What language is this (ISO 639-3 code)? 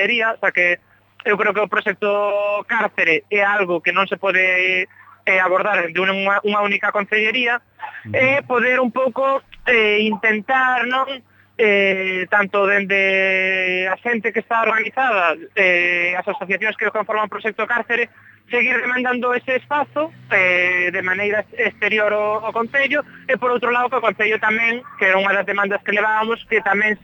glg